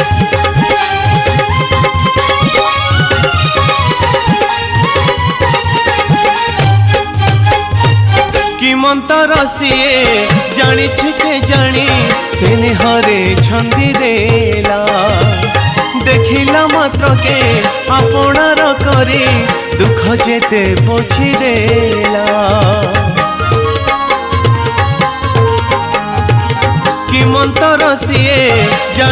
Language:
Odia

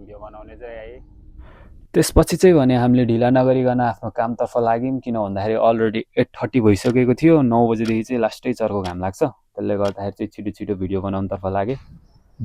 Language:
Nepali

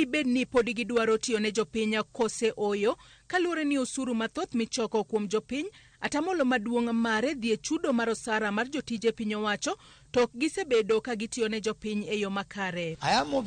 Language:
Luo (Kenya and Tanzania)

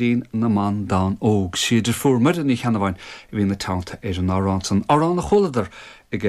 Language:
Irish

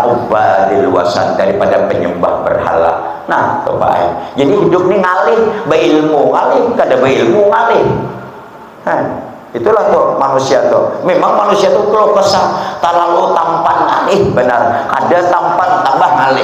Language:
Banjar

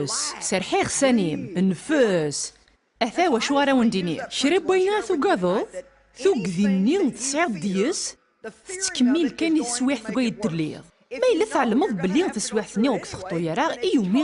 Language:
Kabyle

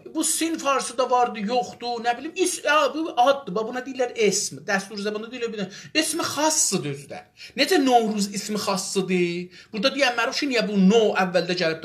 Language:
South Azerbaijani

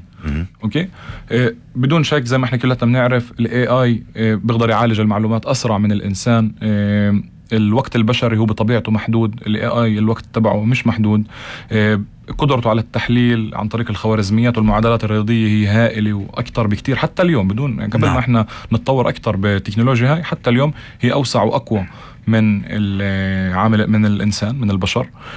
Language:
North Levantine Arabic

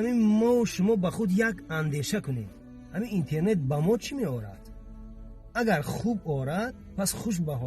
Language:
Tajik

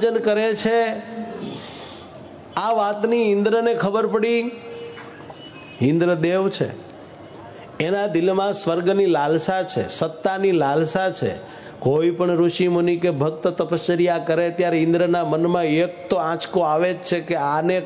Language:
Gujarati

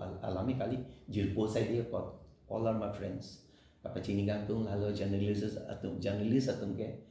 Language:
Karbi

